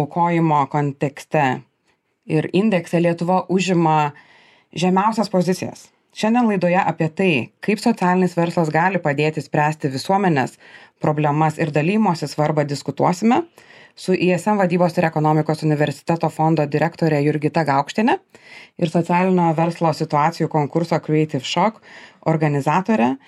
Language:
Lithuanian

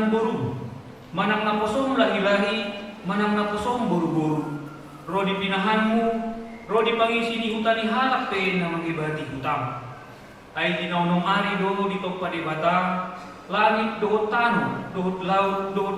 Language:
Batak Toba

